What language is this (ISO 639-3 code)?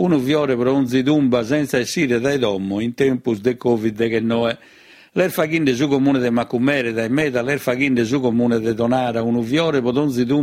srd